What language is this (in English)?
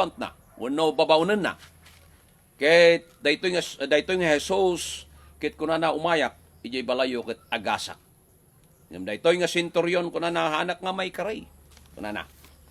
Iloko